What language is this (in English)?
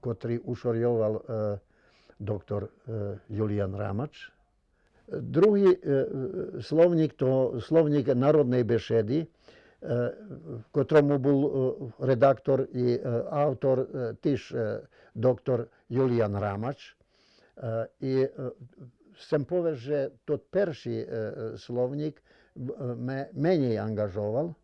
Rusyn